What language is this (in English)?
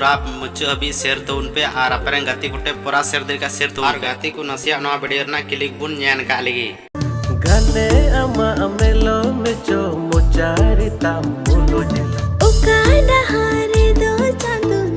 Santali